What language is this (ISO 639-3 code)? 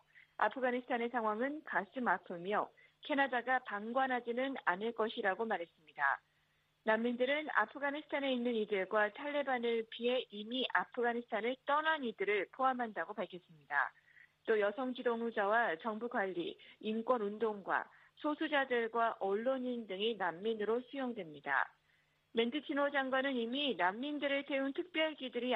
kor